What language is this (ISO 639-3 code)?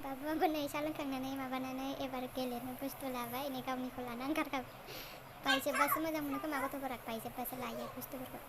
brx